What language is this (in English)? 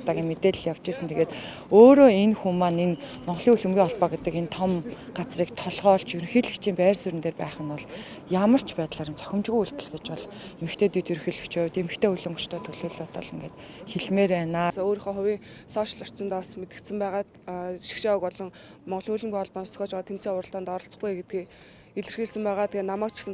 Mongolian